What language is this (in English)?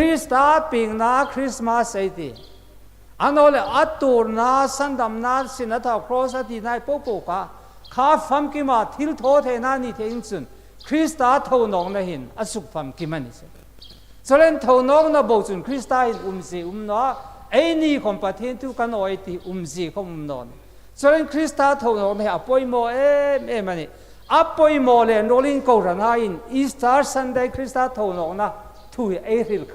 Hmar